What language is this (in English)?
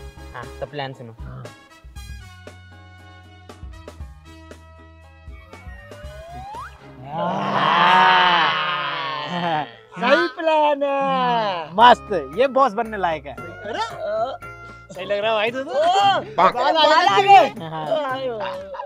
Hindi